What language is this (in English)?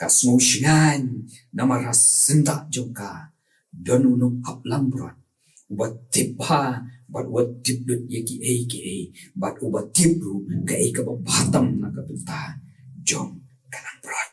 Khasi